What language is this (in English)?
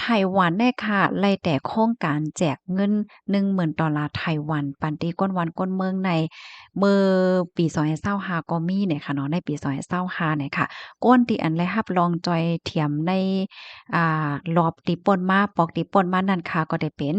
Shan